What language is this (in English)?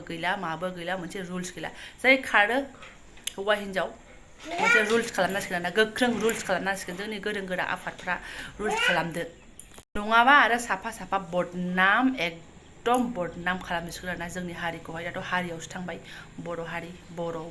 Bodo